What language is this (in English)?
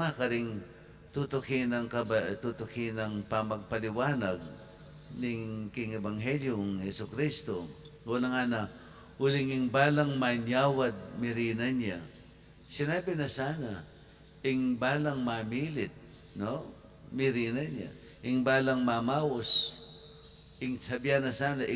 Pampanga